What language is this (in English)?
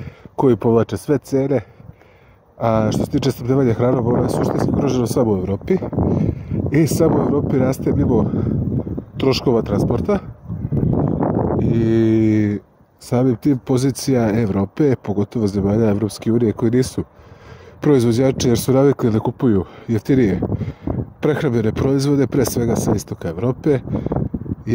Serbian